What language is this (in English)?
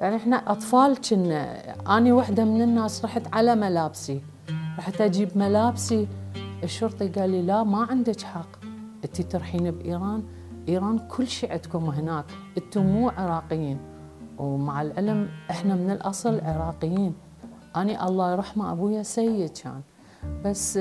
Mesopotamian Arabic